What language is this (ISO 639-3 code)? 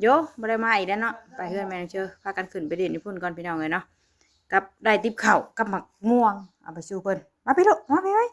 tts